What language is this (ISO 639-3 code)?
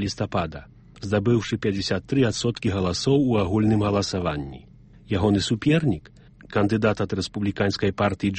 bel